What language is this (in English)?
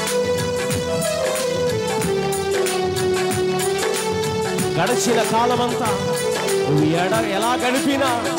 Telugu